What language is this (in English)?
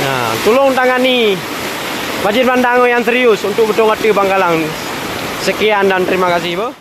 Achinese